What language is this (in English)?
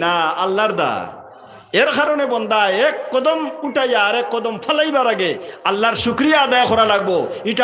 Sylheti